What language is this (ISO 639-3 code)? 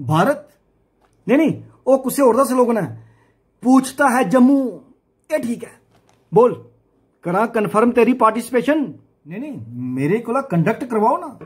doi